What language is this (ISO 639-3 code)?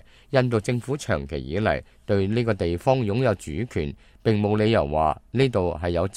yue